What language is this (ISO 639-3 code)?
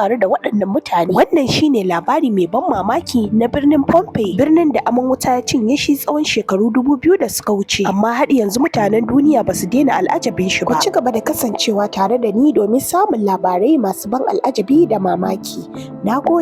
hau